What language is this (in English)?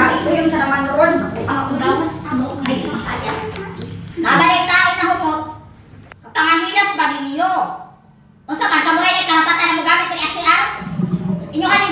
Cebuano